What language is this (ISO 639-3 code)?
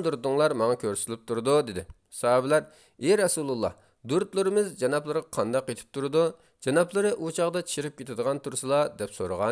uig